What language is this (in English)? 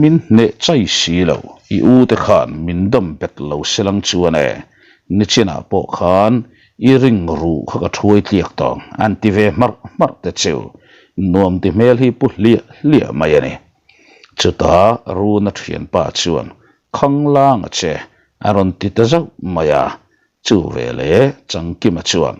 Mizo